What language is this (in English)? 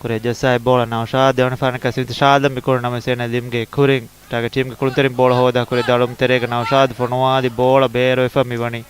Divehi